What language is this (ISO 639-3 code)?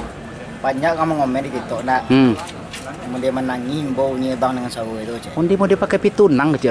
min